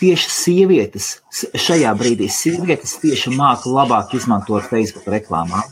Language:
Latvian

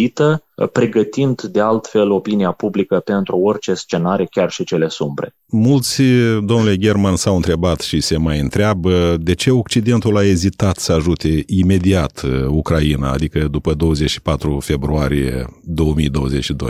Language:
Romanian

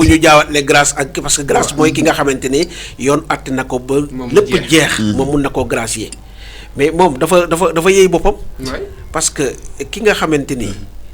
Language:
Wolof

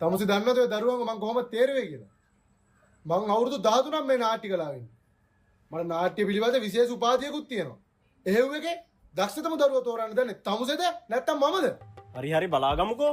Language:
Sinhala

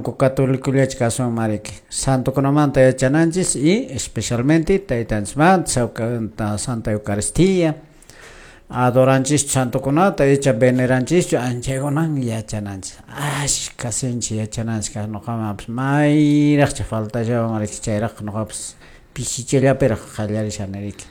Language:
Quechua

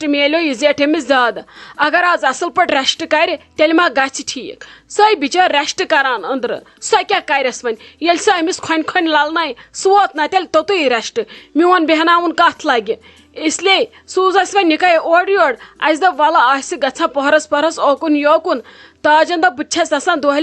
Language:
Kashmiri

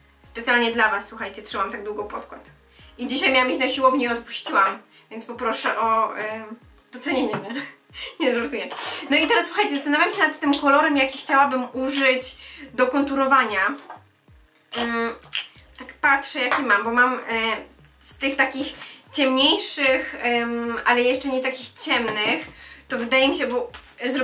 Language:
Polish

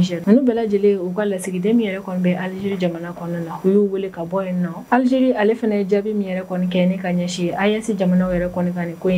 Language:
Bambara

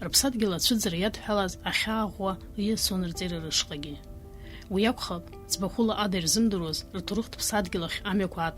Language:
Abkhazian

